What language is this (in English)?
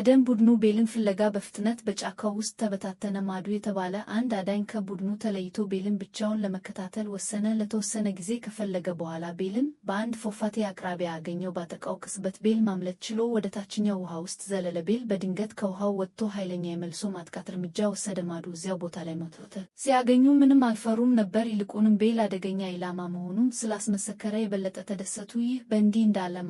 Amharic